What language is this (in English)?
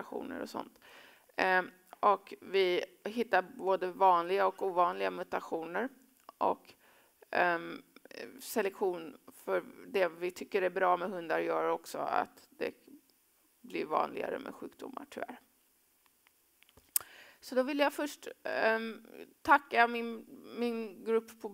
Swedish